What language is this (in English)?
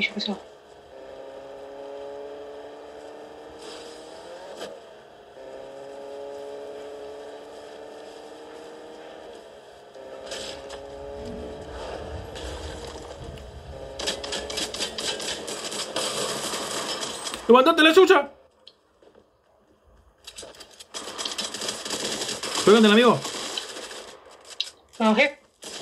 Spanish